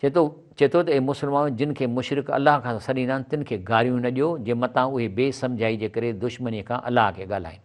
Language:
Sindhi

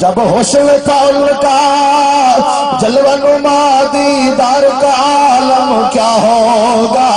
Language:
Saraiki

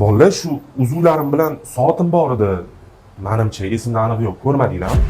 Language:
Uzbek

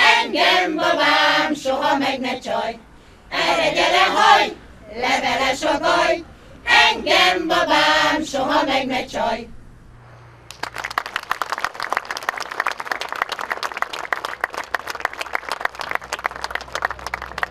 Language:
Hungarian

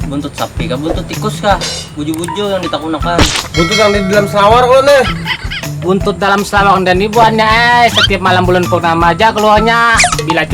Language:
Banjar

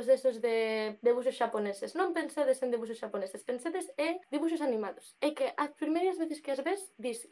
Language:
Galician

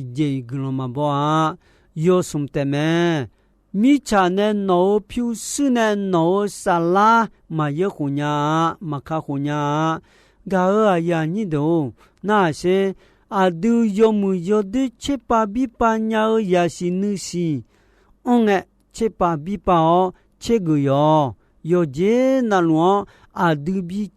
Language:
Akha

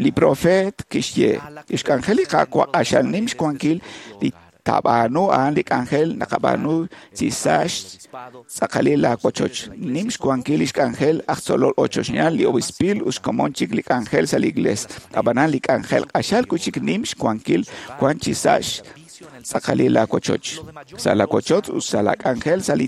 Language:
Kekchí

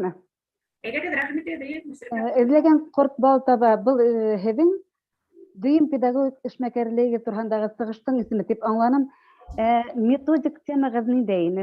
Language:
Bashkir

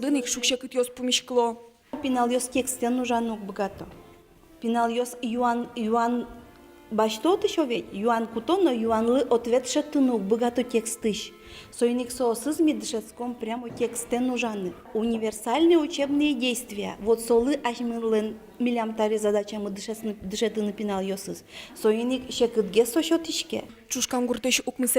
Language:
Udmurt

